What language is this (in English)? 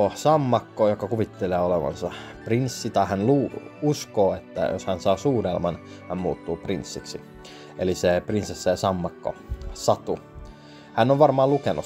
Finnish